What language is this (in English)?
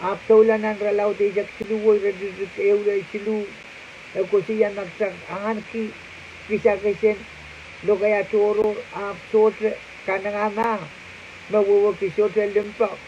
Pohnpeian